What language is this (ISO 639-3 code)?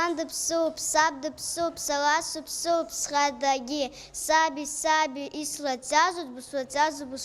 abk